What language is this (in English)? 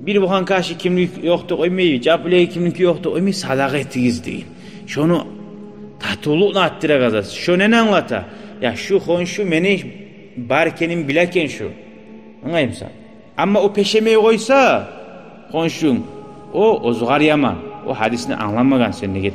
Kumyk